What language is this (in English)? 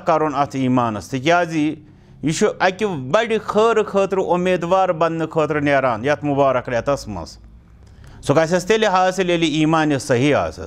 Kashmiri